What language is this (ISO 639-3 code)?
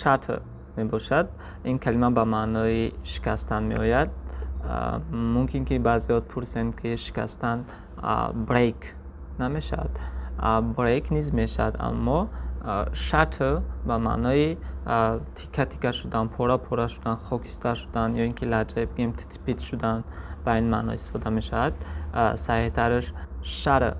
tgk